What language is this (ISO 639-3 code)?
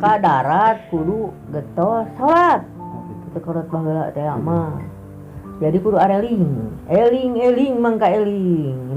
sun